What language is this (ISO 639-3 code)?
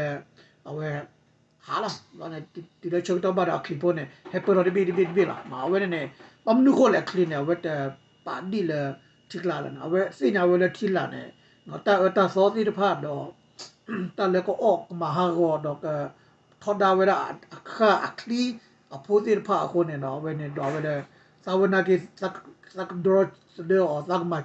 ksw